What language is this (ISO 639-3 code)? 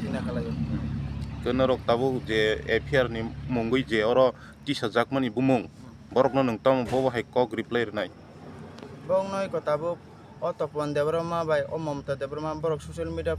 trp